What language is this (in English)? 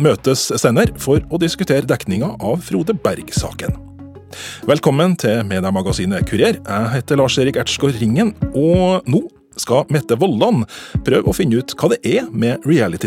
Norwegian